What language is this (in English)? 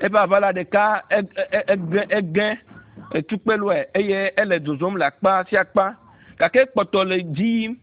Ewe